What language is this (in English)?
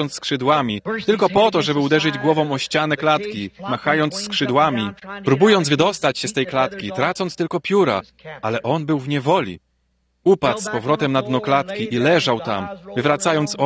Polish